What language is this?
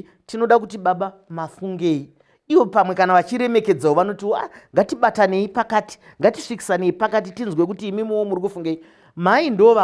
Shona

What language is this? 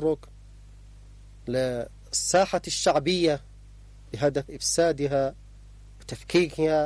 Arabic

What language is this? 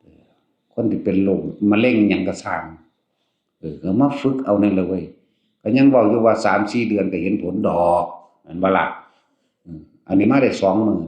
Northeastern Thai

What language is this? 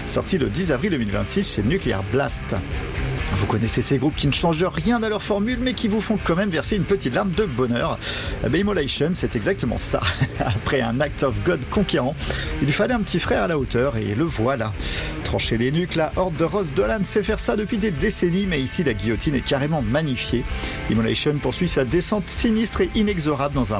French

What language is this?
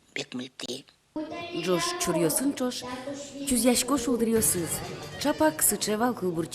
Udmurt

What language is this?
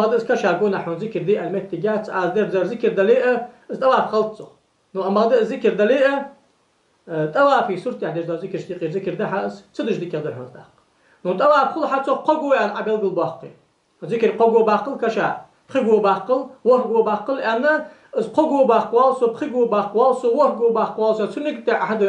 Ingush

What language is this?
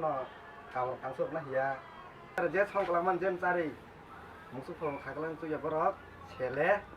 Kok Borok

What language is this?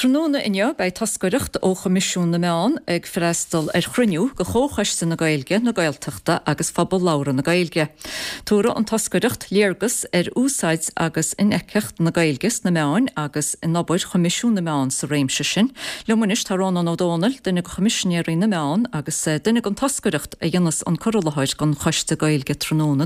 Irish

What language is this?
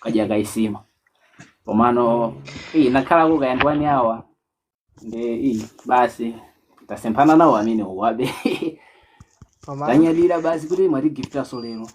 Nyanja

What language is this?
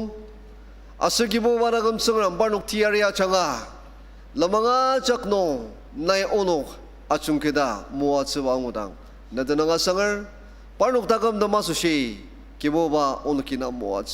Ao Naga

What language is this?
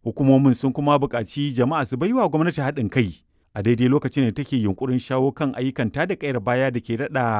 Hausa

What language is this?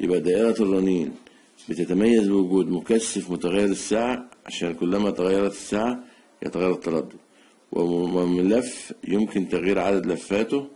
Egyptian Arabic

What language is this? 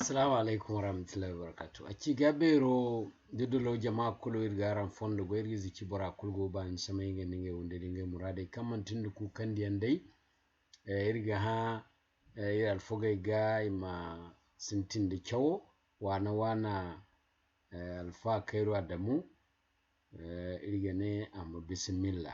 Zarma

